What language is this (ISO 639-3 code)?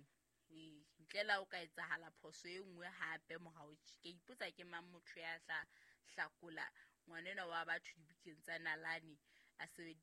sot